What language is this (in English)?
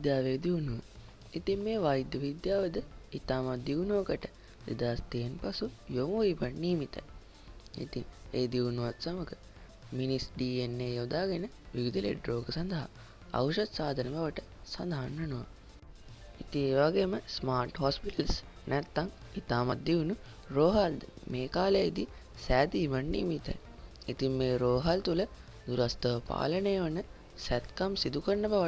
Sinhala